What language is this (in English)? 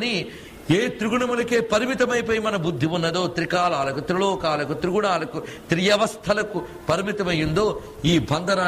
Telugu